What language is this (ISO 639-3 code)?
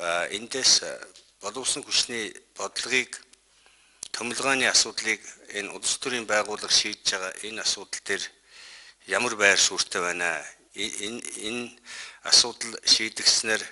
mon